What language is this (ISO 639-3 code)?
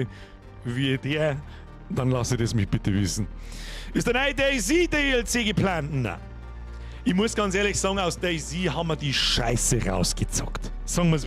bar